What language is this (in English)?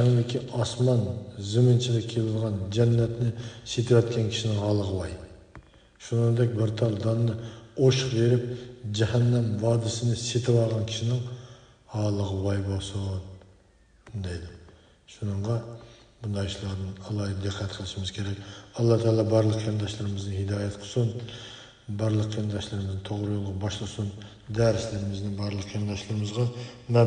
Uyghur